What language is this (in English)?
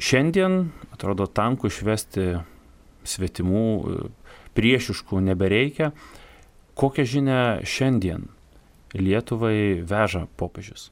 Lithuanian